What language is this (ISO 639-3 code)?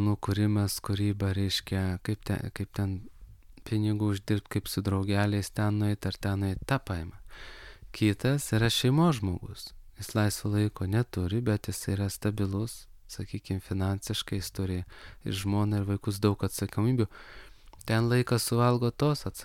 lit